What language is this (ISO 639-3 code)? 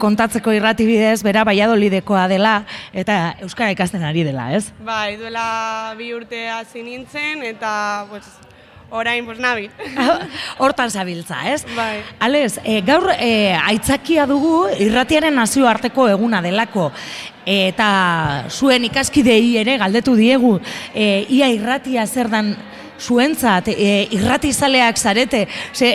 eus